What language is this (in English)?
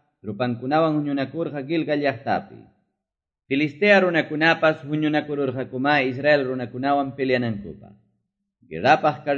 Quechua